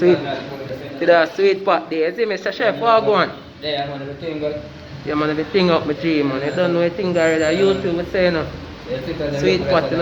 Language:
Jamaican Creole English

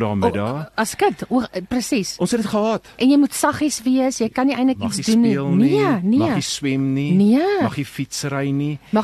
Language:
Afrikaans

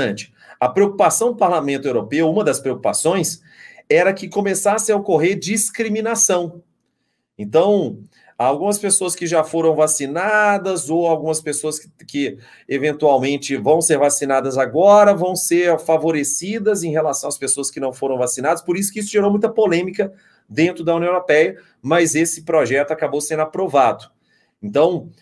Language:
Portuguese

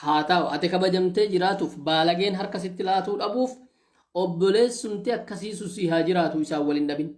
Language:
Oromo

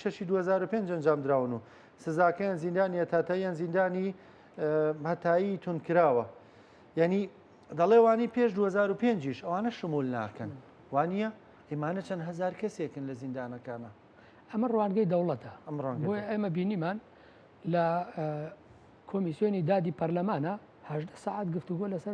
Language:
Central Kurdish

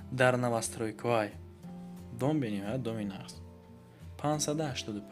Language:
Tajik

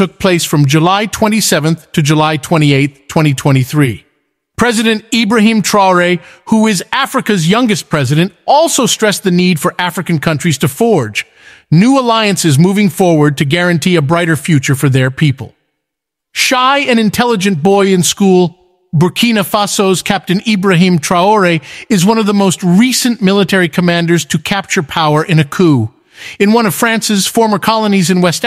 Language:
English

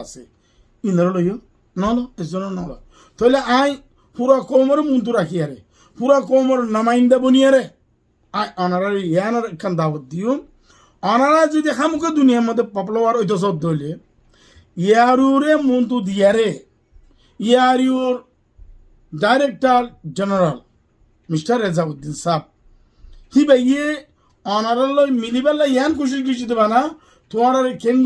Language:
Rohingya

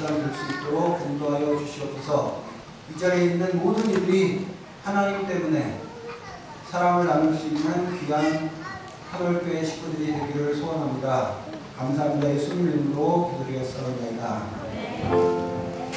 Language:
Korean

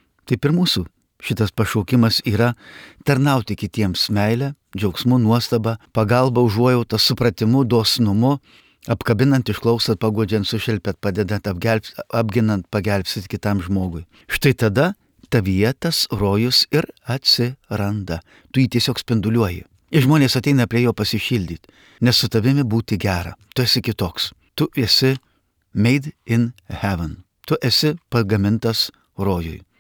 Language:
Lithuanian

